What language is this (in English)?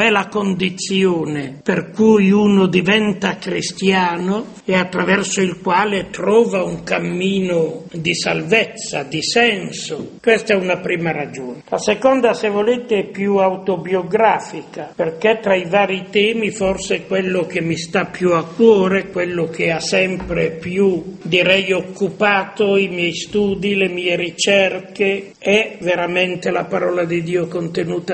Italian